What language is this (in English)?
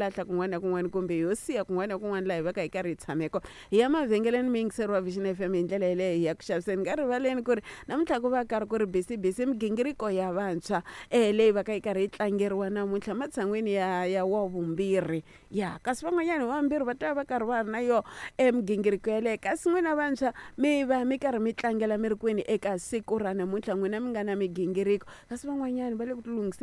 Tsonga